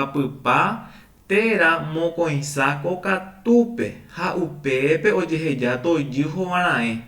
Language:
Guarani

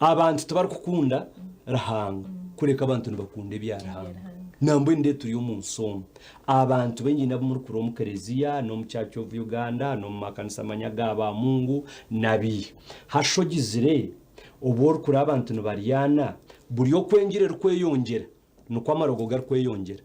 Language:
Nyankole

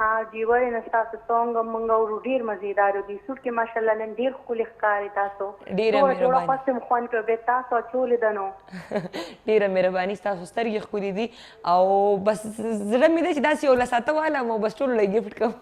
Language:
Pashto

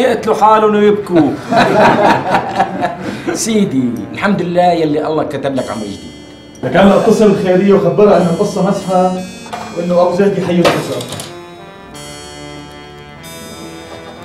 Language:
North Levantine Arabic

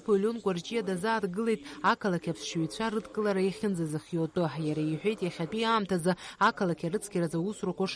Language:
Abkhazian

